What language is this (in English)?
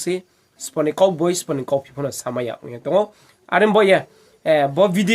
Riang (India)